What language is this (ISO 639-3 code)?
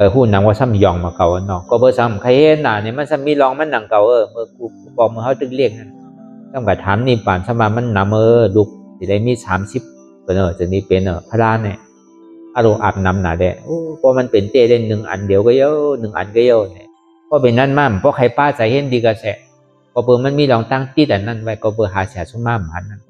shn